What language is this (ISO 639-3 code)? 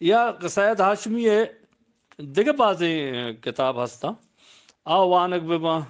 bgp